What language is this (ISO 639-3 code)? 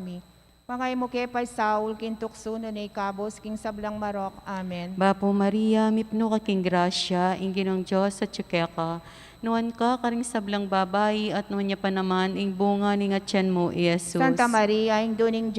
pam